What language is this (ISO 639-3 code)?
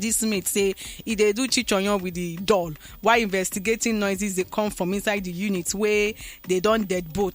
pcm